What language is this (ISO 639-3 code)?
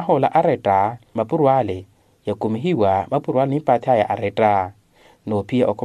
vmw